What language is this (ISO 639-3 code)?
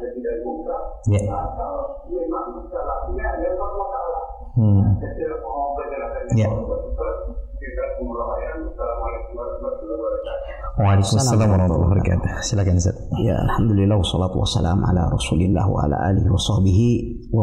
ind